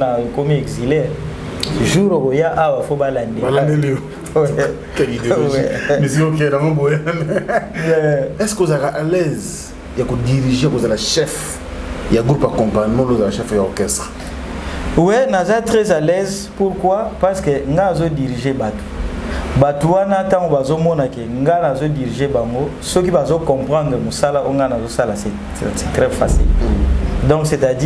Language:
Lingala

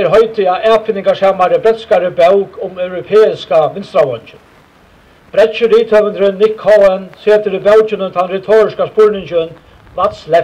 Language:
Faroese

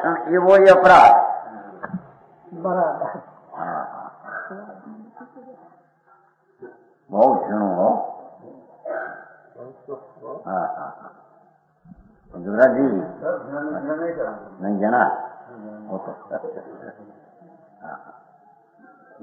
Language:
Gujarati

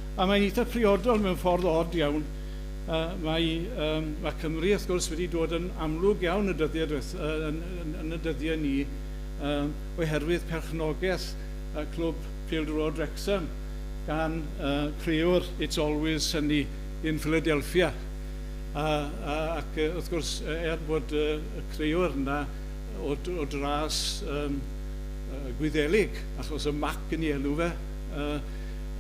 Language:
Welsh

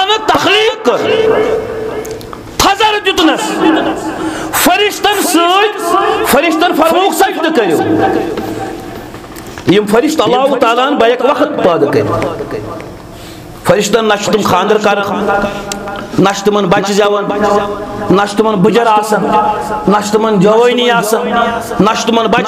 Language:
Kashmiri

